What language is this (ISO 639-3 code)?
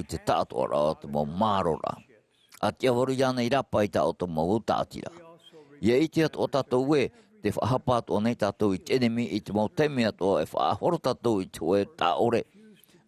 tah